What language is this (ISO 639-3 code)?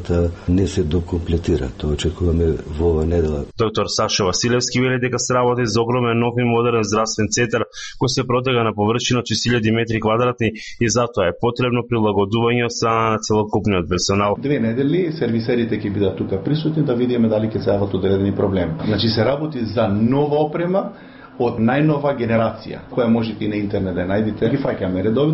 mkd